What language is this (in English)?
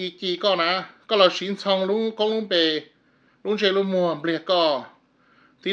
Hmong